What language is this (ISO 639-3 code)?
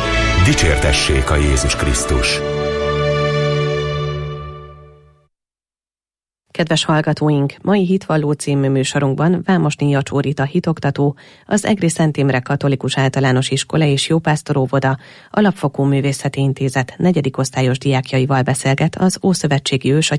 hun